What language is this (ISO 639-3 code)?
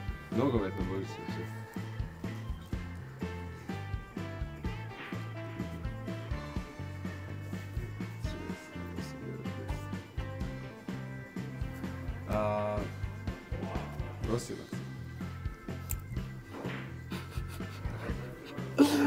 hrv